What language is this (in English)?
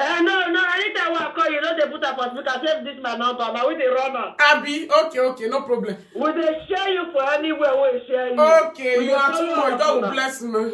Nigerian Pidgin